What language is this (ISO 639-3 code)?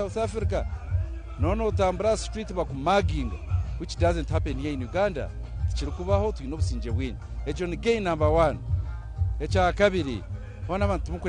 nyn